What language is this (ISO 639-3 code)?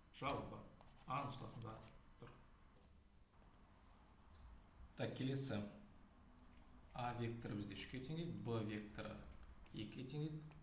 kaz